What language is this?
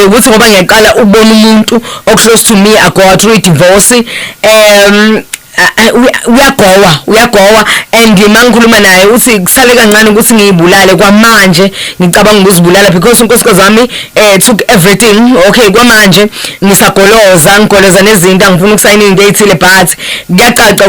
Zulu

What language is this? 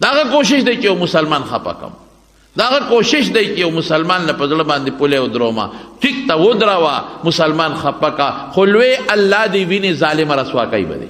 Pashto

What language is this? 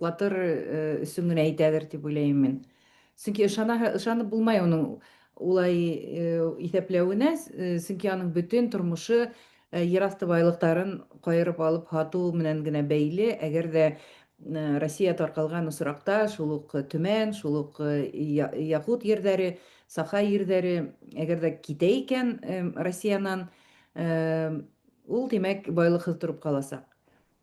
Bashkir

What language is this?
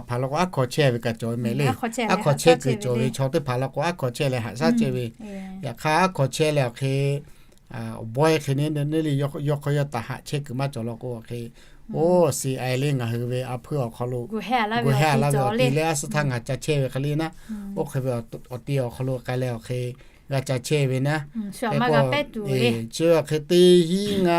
Lahu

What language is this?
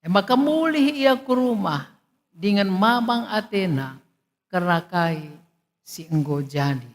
Batak Karo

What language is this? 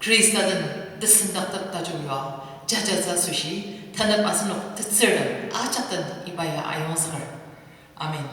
Ao Naga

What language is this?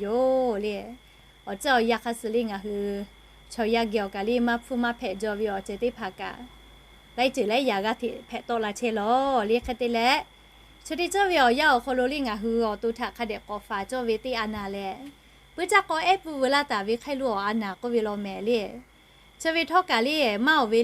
Lahu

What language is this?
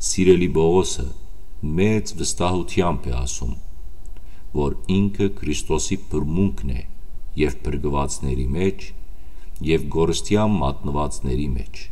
Western Armenian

